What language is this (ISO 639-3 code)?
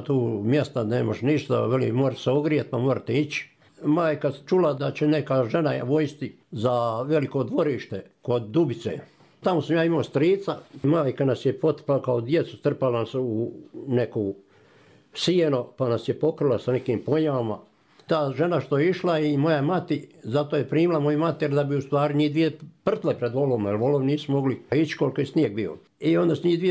hrv